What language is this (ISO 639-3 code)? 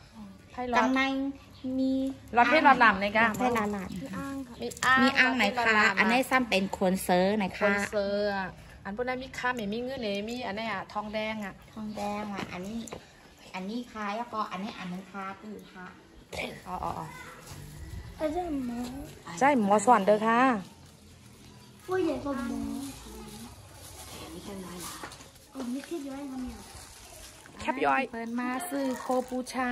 tha